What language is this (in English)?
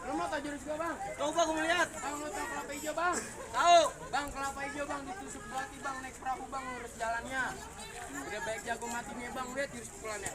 Betawi